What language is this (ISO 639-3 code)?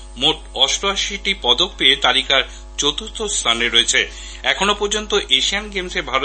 ben